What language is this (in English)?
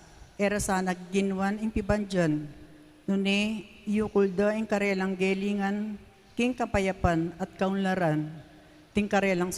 Pampanga